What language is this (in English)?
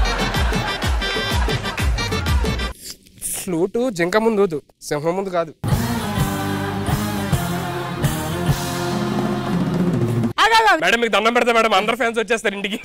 Telugu